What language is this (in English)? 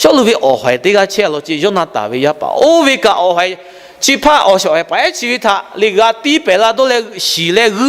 Lahu